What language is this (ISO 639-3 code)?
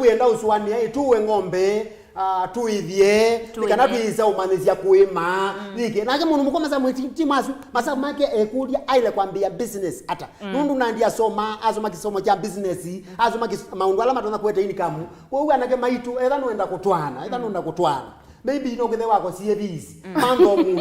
kam